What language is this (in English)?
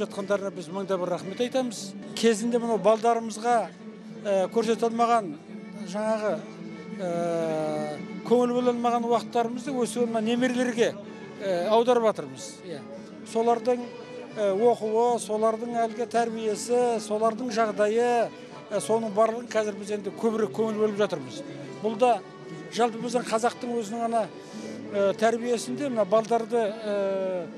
Kazakh